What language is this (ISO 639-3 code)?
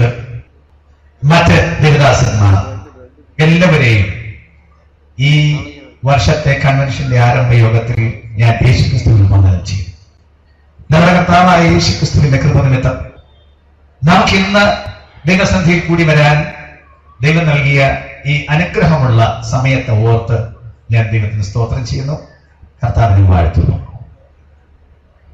mal